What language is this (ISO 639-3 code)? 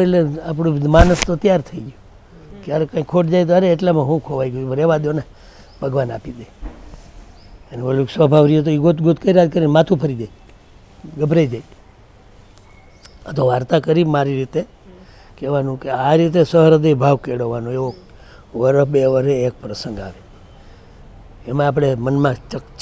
guj